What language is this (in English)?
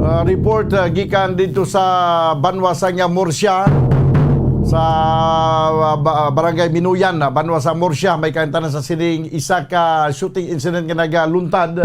Hiligaynon